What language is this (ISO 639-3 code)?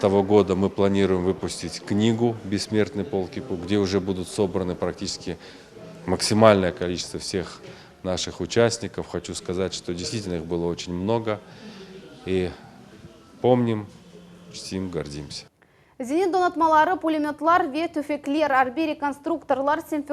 crh